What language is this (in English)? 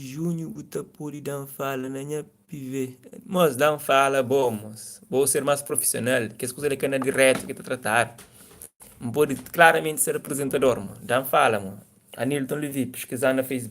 Kabuverdianu